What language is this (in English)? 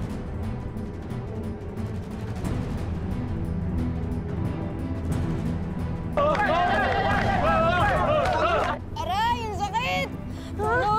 Filipino